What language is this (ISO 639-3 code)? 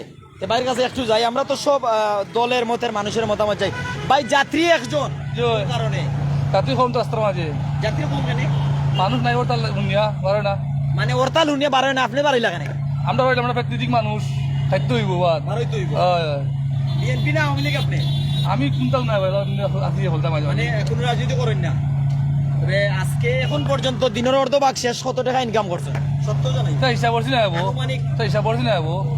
syl